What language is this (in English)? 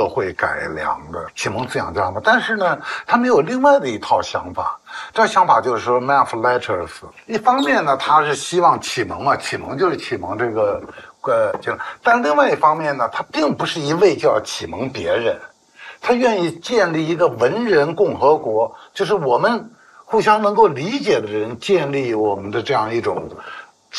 Chinese